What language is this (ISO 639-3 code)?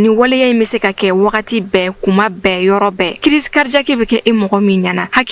bam